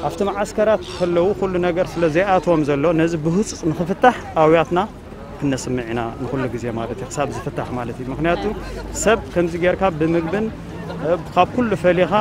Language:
Tigrinya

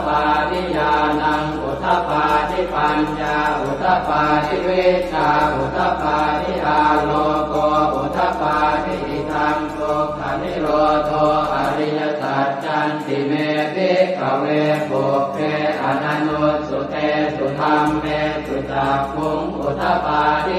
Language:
Pali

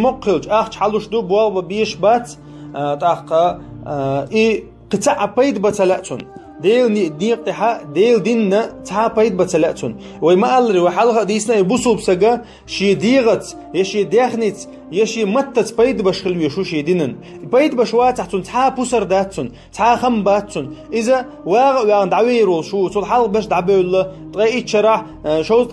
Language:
Chechen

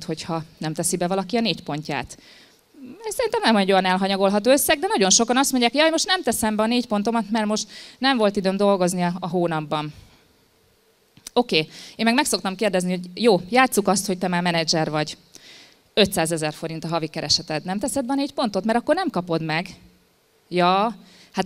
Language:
Hungarian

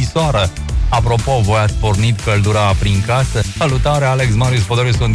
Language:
Romanian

